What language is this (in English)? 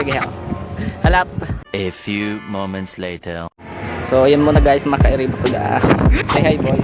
Bikol